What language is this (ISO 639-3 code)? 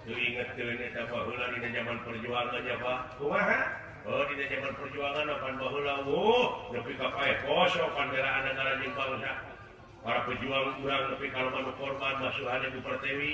sun